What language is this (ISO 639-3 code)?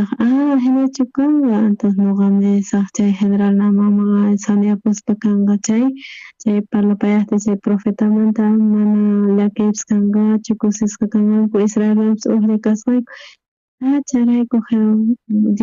quh